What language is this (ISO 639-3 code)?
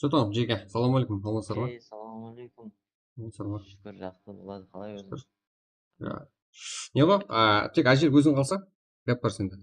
kaa